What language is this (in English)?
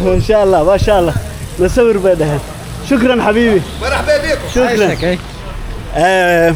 Somali